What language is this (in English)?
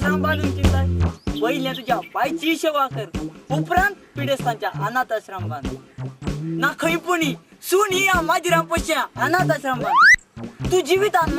Konkani